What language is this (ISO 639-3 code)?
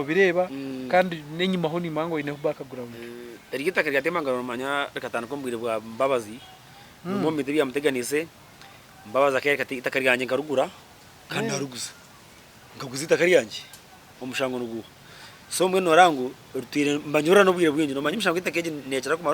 nyn